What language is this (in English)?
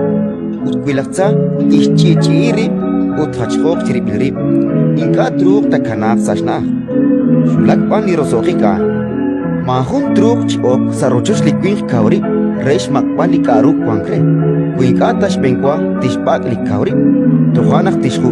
Kekchí